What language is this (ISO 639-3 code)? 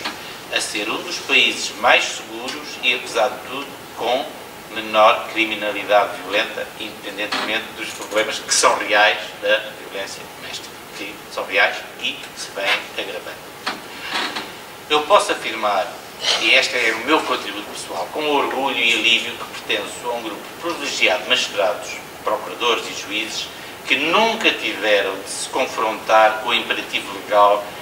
por